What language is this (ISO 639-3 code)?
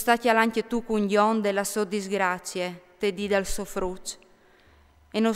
fur